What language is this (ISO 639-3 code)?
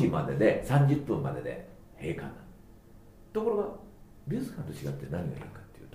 jpn